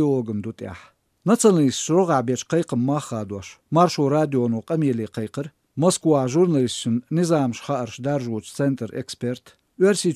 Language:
Chechen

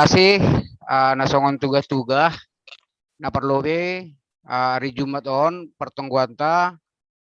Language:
Batak Simalungun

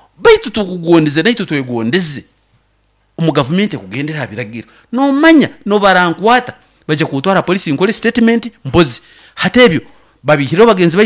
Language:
Nyoro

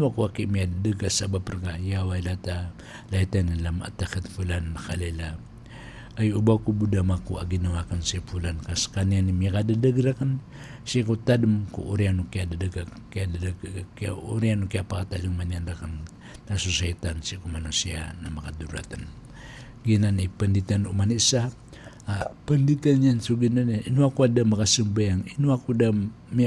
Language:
Maranao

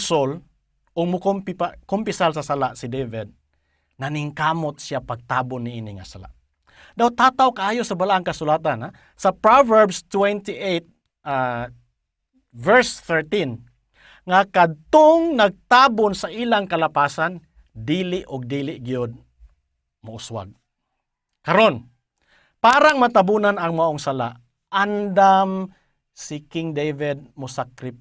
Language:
Cebuano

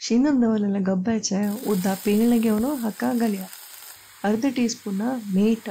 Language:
Konkani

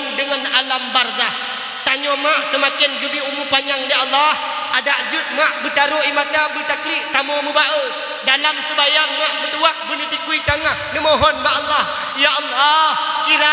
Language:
Achinese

